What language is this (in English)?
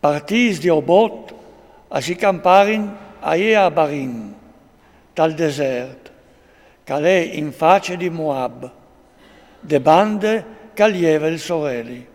Friulian